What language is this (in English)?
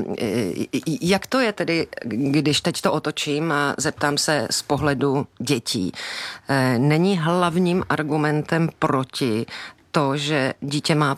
Czech